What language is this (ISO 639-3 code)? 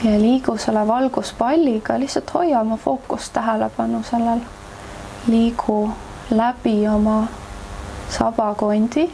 est